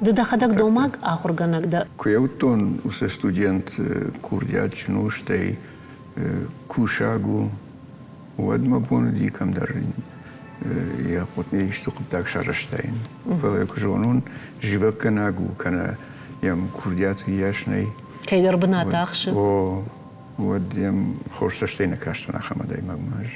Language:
Ossetic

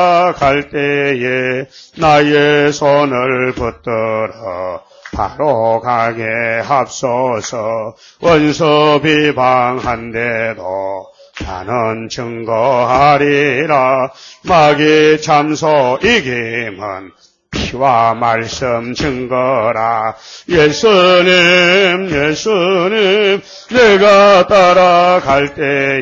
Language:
Korean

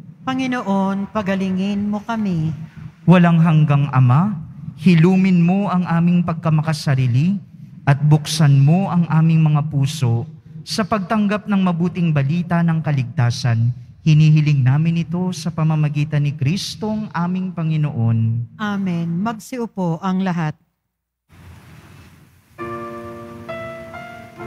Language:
Filipino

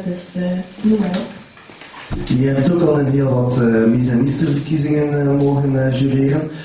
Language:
Dutch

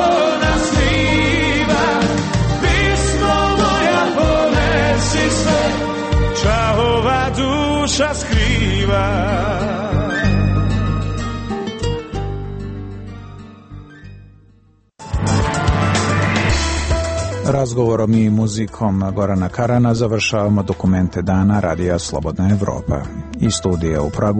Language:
Croatian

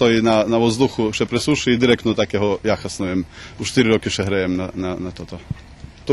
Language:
Rusyn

